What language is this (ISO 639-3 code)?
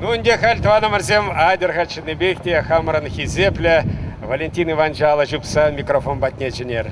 chv